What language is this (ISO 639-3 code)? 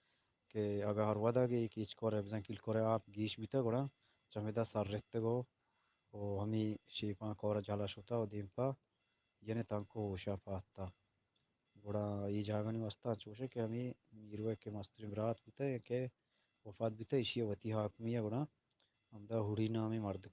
bgp